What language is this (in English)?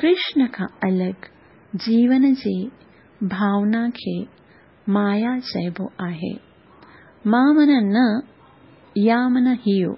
Sindhi